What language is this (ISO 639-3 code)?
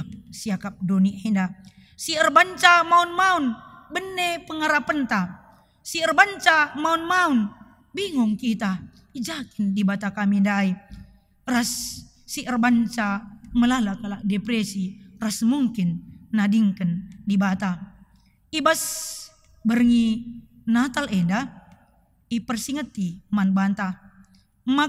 btx